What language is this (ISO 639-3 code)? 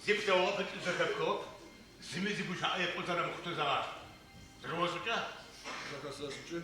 ady